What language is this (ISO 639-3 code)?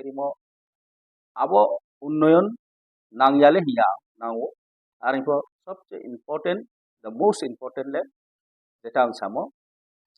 ria